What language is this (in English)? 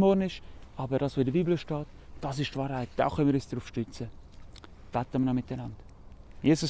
Swiss German